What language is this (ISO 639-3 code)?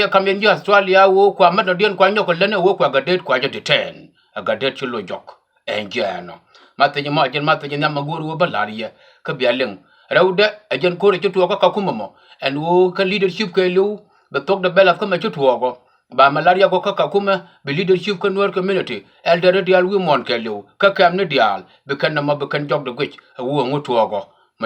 nus